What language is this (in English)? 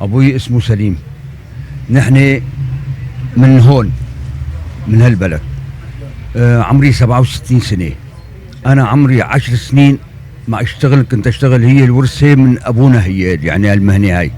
North Levantine Arabic